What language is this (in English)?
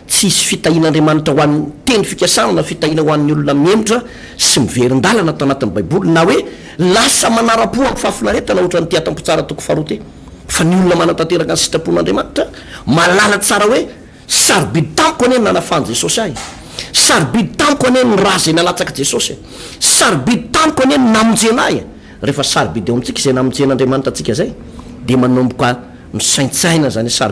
Malagasy